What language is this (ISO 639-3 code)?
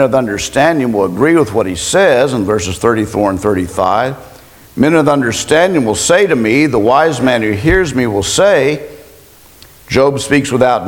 eng